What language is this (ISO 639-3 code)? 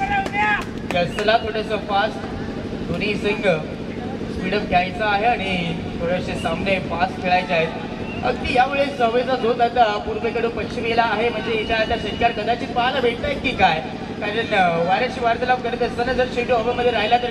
mar